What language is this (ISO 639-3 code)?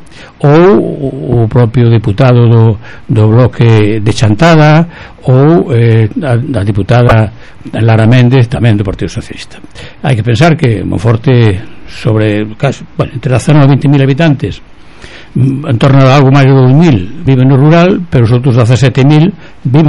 glg